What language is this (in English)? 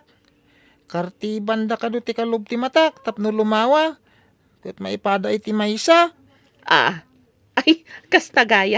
Iloko